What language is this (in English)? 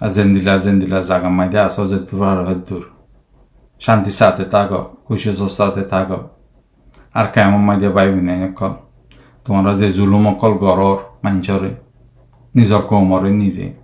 Rohingya